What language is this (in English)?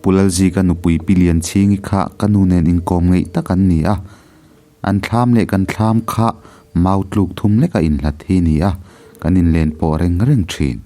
Mizo